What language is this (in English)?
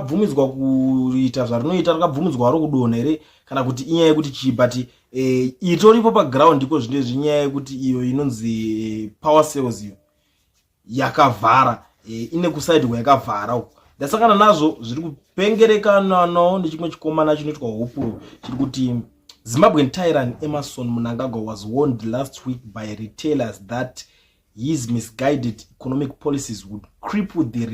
Shona